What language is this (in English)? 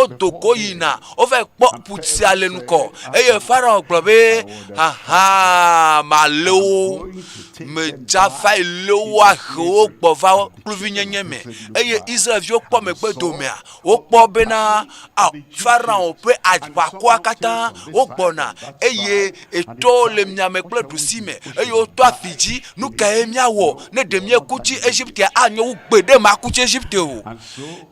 Ewe